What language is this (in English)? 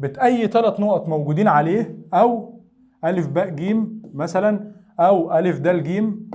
Egyptian Arabic